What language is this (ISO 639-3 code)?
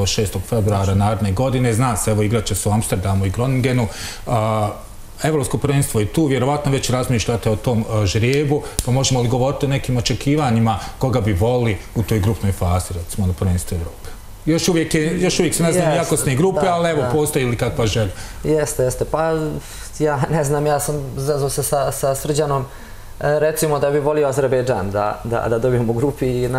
bos